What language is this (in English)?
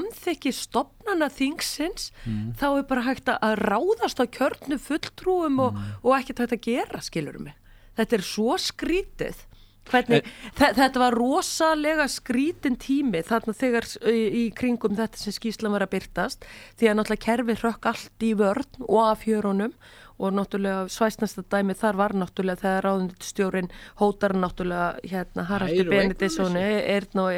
Icelandic